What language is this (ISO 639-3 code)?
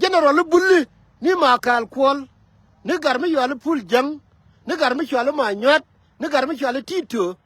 nus